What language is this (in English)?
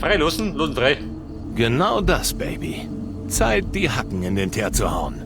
Bavarian